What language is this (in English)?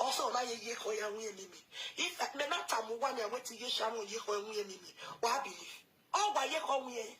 Nigerian Pidgin